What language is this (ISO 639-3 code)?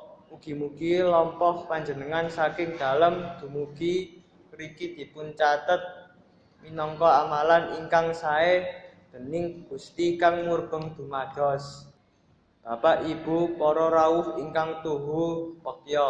jav